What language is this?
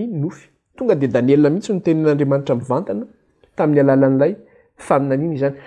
Malagasy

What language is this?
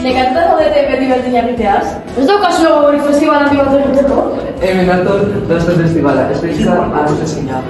Basque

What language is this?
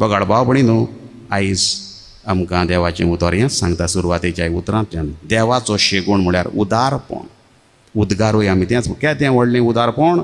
Konkani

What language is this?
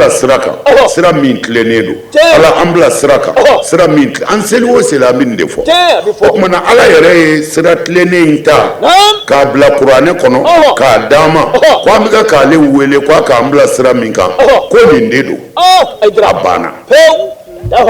Bambara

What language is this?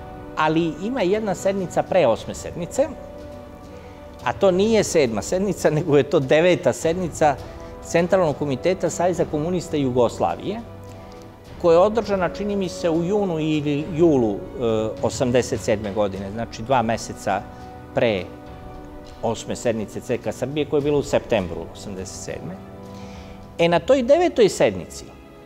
Serbian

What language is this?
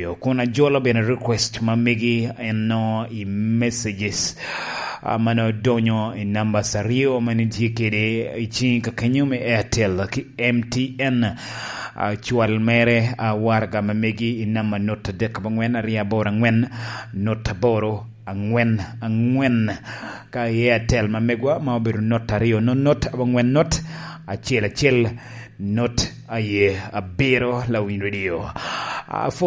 Lango (Uganda)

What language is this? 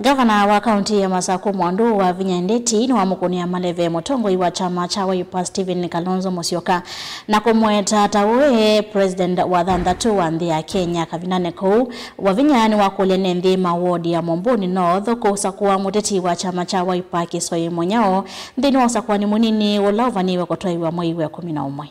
Kamba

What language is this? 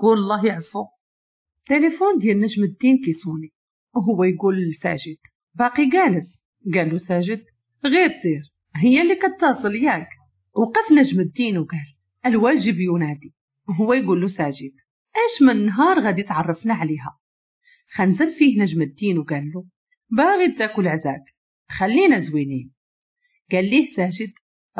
Moroccan Arabic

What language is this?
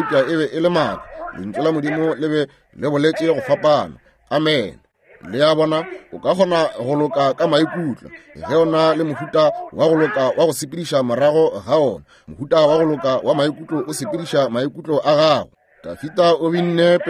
Northern Sotho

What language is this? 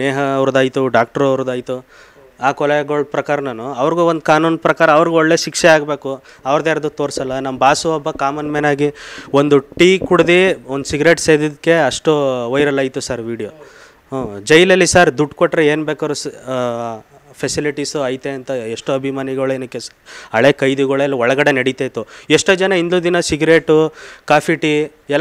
Kannada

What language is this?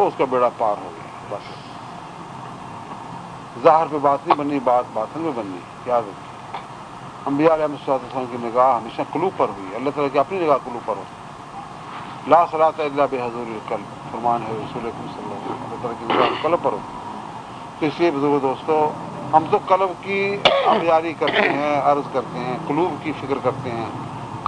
Urdu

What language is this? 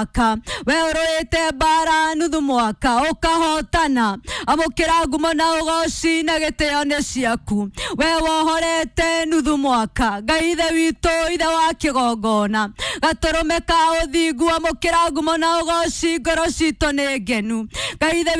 Kikuyu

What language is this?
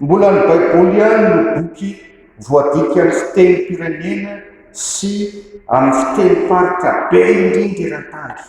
Malagasy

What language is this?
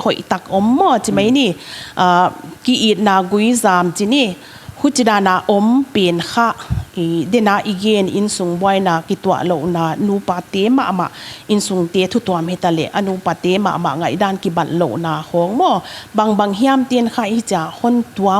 Paite Chin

